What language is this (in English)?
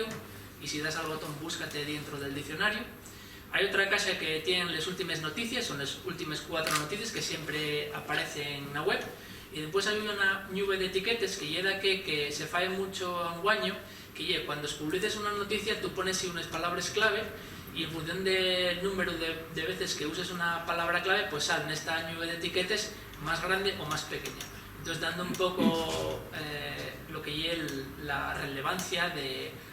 Asturian